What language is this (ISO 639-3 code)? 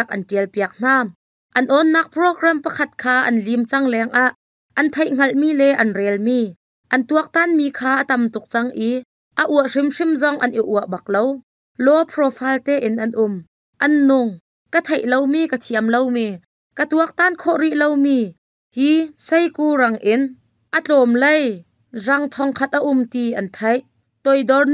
cnh